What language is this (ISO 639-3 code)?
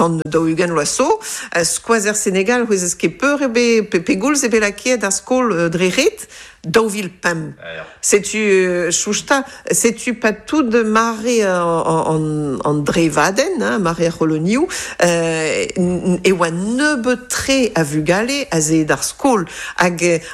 bre